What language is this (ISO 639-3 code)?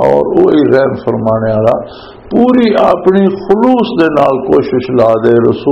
lah